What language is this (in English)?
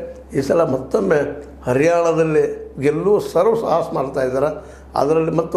Kannada